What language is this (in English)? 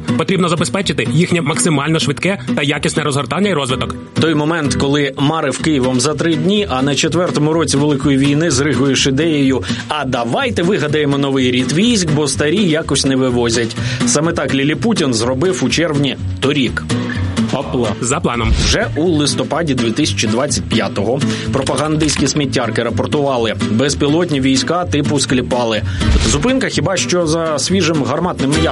Ukrainian